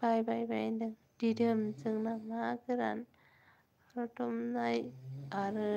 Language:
Bodo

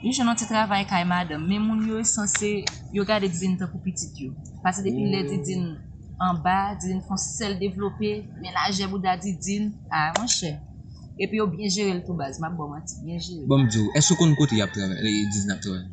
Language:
Haitian Creole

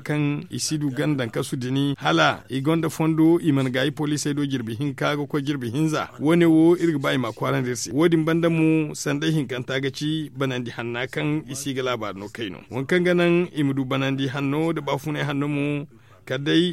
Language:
Zarma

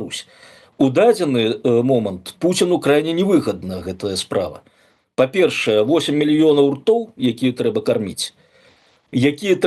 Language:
Belarusian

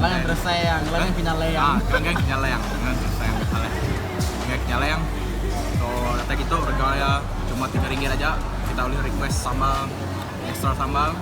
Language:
Iban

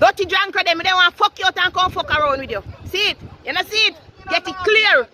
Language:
Jamaican Creole English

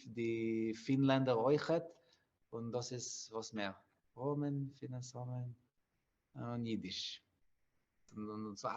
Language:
Yiddish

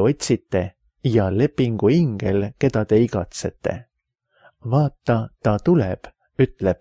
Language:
Estonian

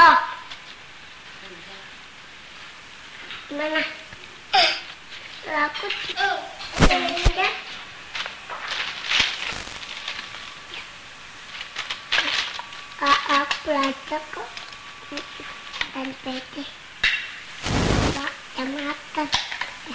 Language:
Indonesian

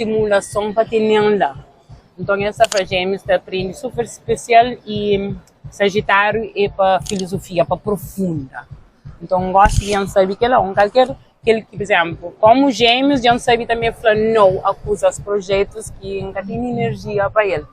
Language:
Kabuverdianu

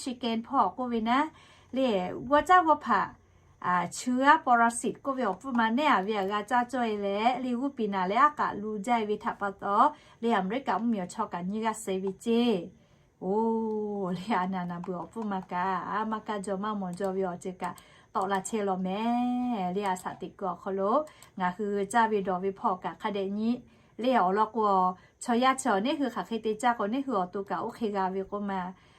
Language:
Lahu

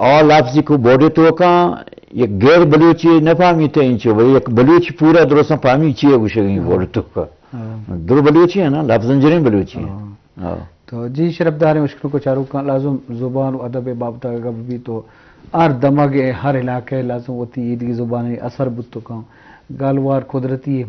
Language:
Eastern Balochi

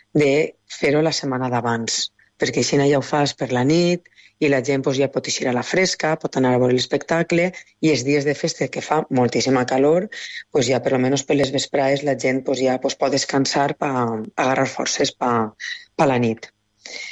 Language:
Catalan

